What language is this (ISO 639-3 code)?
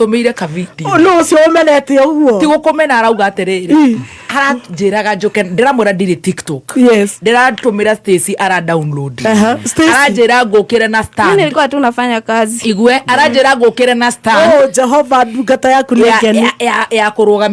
kik